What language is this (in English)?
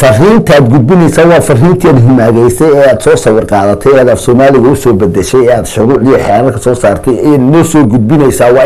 Somali